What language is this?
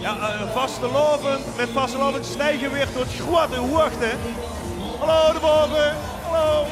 Limburgish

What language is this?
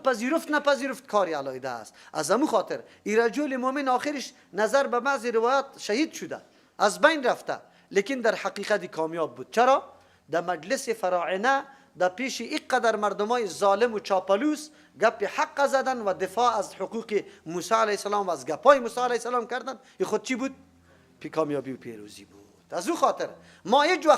Persian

